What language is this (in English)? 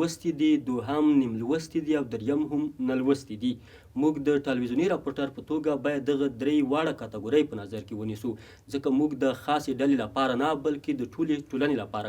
Pashto